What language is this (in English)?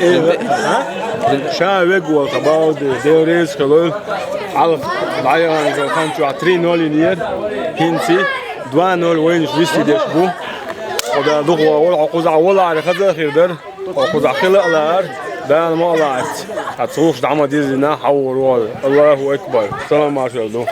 Chechen